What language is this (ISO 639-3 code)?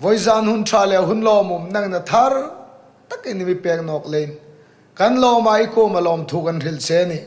hmr